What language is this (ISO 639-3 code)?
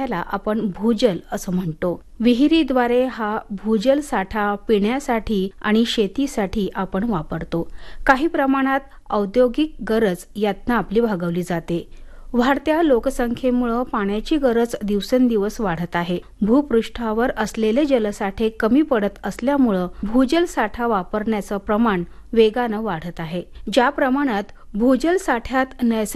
mar